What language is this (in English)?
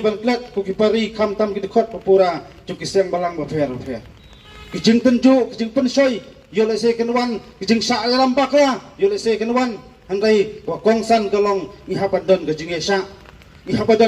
Khasi